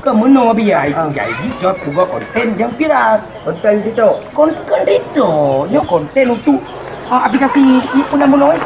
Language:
Achinese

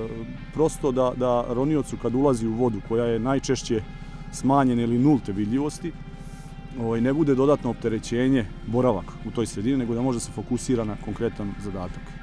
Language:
Serbian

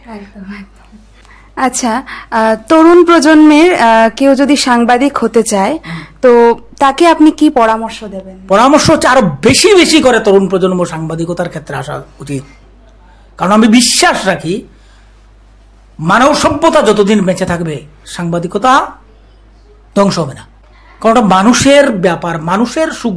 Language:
Bangla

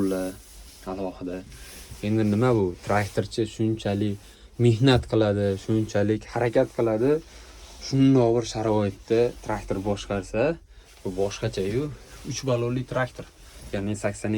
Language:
Uzbek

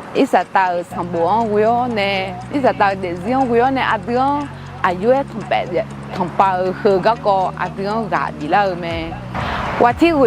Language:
Akha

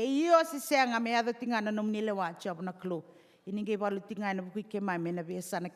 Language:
Fijian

